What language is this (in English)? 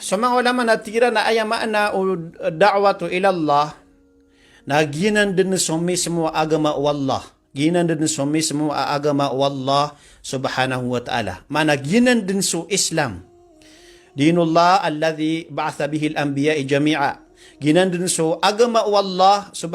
Maranao